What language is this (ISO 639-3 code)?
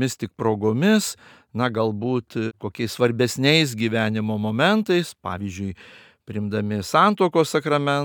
lit